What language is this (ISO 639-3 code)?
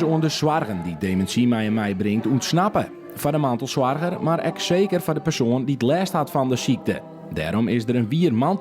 fry